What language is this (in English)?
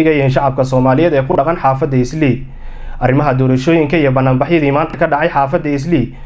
Somali